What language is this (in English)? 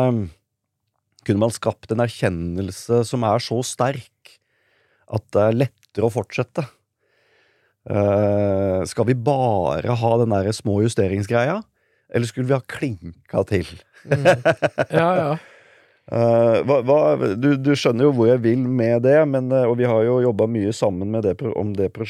Norwegian